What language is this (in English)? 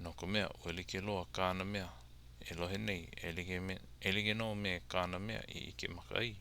Hawaiian